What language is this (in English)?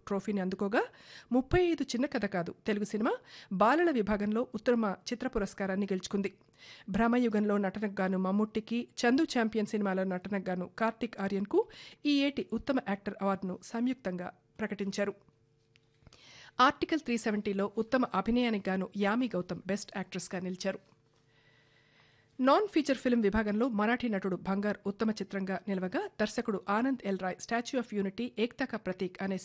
Telugu